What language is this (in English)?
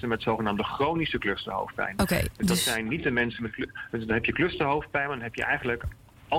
Dutch